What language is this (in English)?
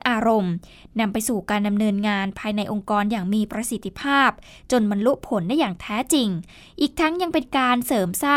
Thai